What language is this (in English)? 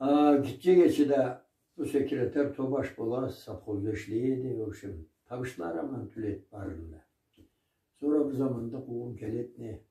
Karachay-Balkar